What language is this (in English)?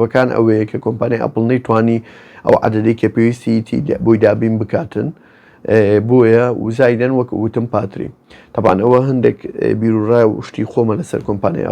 Central Kurdish